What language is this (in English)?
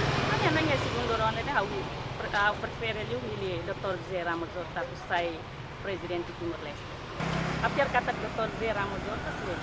Tetum